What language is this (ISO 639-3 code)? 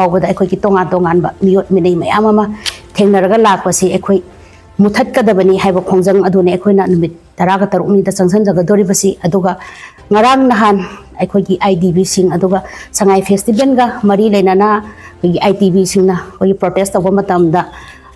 mni